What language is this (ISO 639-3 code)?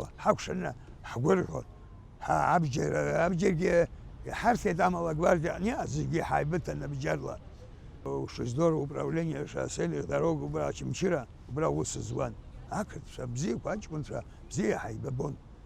abk